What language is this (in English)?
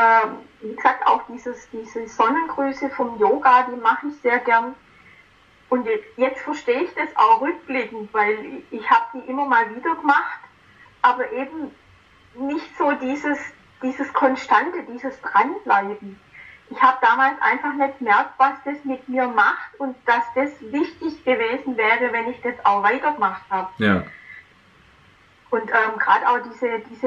German